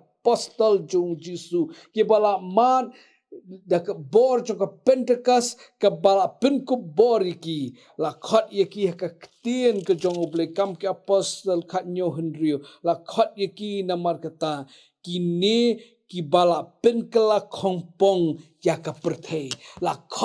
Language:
Khasi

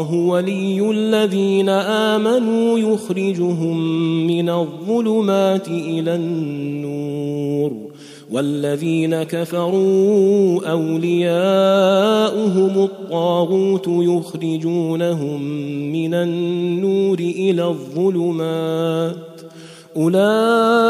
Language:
Arabic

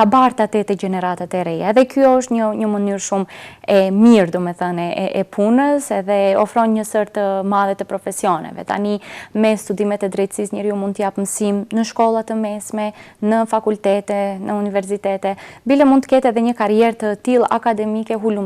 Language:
Albanian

